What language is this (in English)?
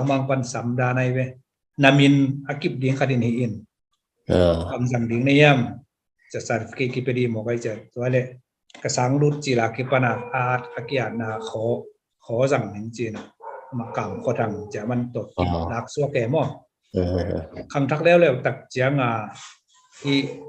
Tedim Chin